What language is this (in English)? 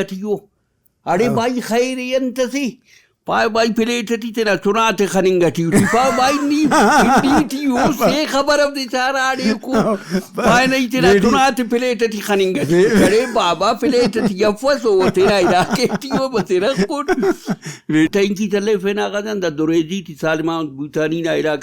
Brahui